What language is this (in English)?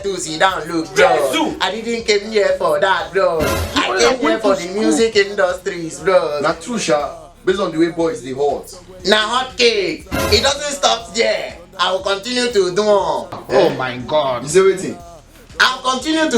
Nigerian Pidgin